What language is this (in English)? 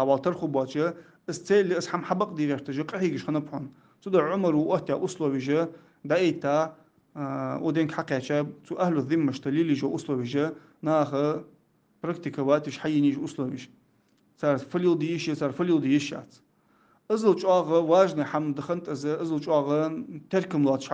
Ingush